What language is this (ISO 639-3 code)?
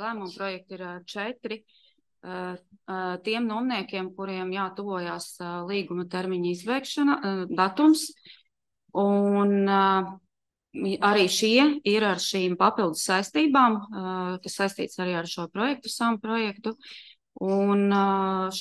lav